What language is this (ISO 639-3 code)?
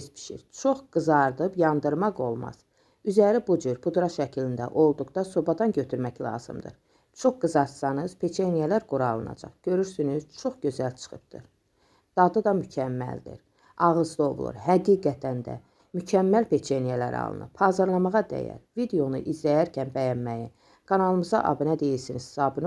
aze